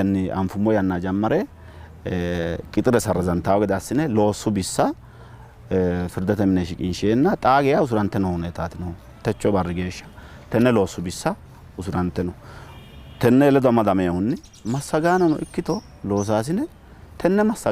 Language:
Sidamo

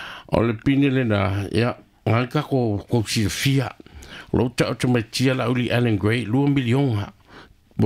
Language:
Samoan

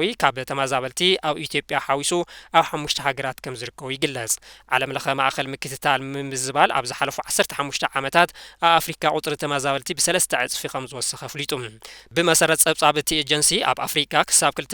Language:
Tigrinya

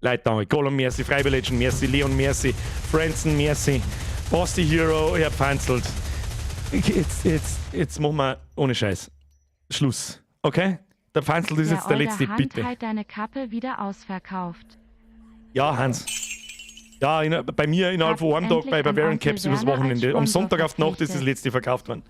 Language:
Bavarian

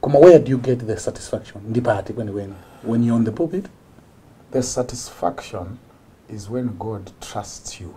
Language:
Nyanja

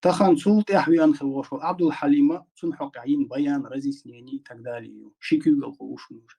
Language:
Chechen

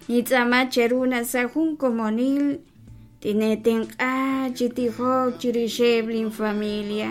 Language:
Kekchí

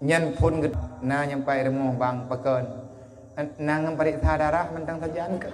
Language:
Achinese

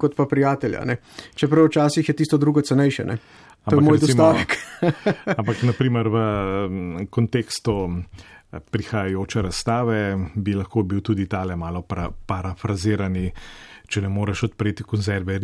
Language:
Slovenian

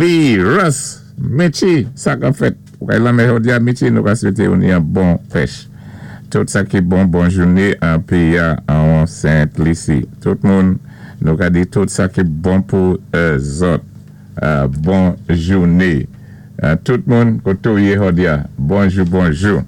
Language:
Saint Lucian Creole French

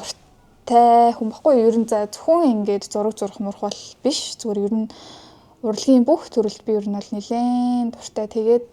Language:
Mongolian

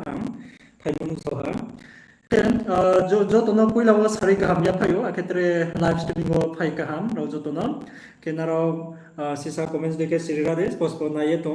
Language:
Riang (India)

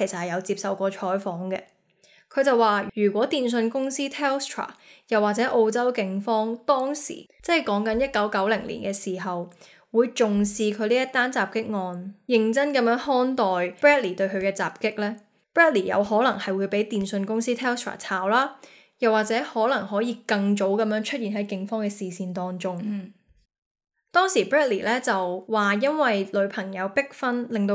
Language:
Cantonese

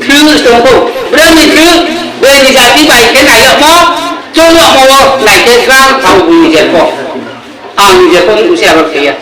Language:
Riang (India)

